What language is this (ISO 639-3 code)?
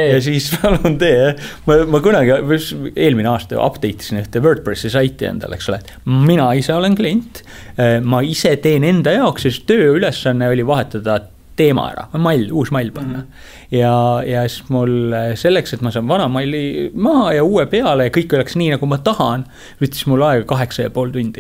est